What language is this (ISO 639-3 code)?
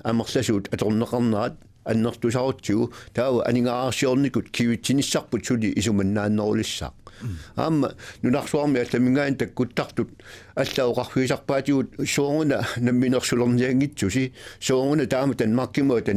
kal